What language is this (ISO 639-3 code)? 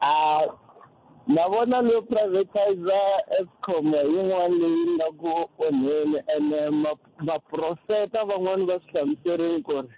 tso